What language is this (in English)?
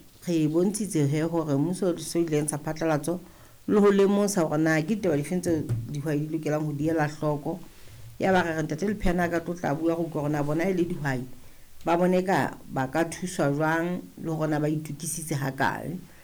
Southern Sotho